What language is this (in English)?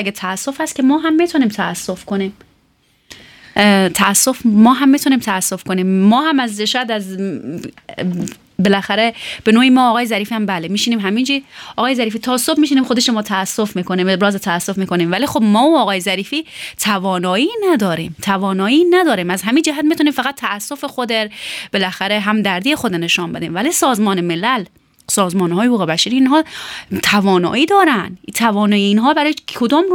Persian